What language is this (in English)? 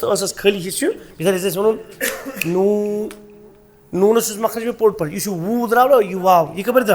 Kashmiri